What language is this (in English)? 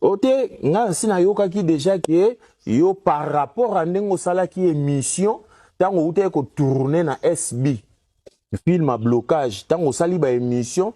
Lingala